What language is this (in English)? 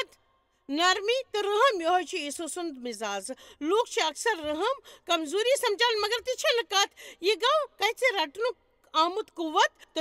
Kashmiri